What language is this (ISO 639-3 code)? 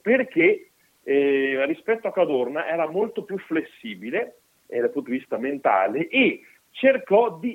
ita